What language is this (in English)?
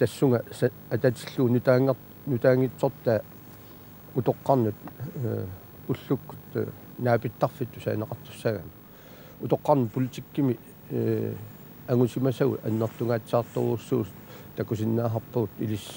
Kalaallisut